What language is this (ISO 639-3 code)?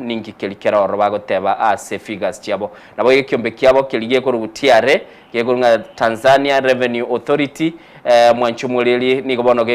guz